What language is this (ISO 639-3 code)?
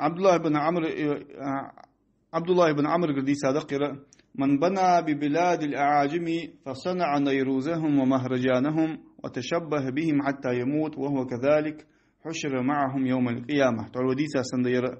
inh